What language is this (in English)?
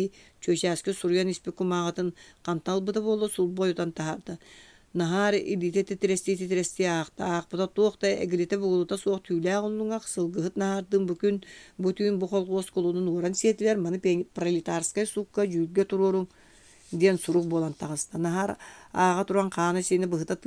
Yakut